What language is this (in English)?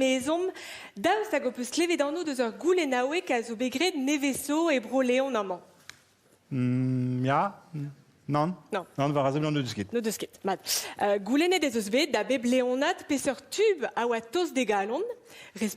Breton